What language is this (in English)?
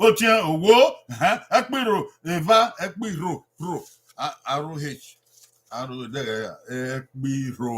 Bini